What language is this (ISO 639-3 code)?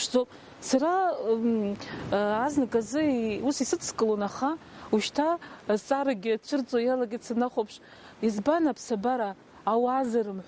abk